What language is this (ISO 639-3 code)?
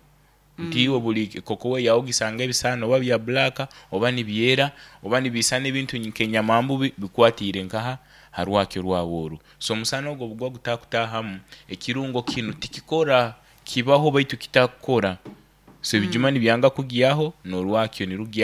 nyo